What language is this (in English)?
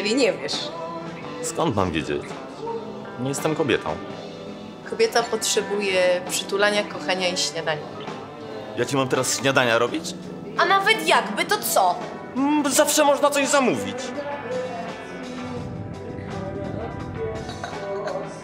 Polish